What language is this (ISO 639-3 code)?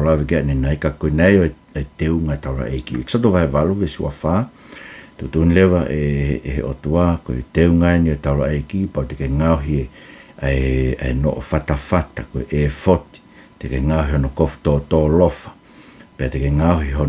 ton